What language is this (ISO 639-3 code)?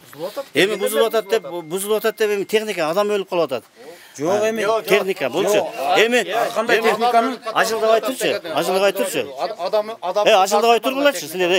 kir